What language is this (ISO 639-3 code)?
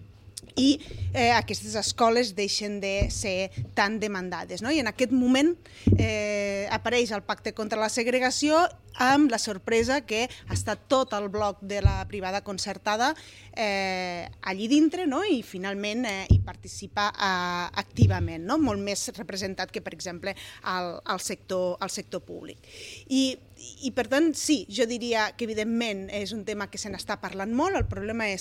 cat